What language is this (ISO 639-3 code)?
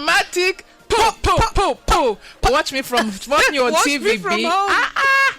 pcm